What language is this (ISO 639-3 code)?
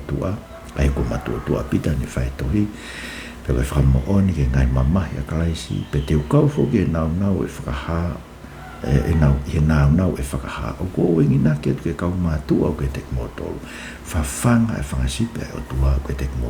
ton